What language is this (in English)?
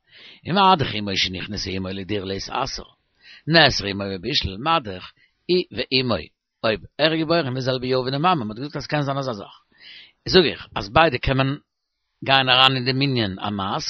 Yiddish